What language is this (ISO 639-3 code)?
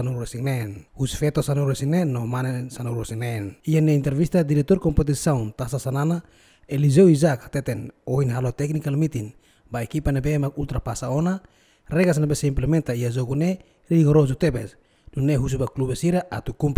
tet